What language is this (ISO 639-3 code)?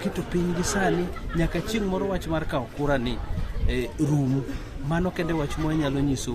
luo